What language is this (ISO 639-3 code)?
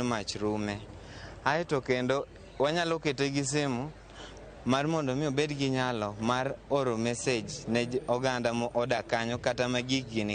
luo